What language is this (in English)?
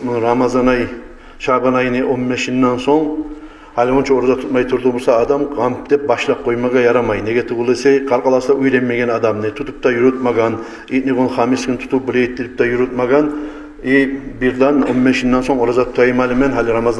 Kumyk